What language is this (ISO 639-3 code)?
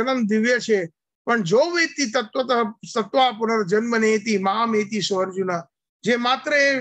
guj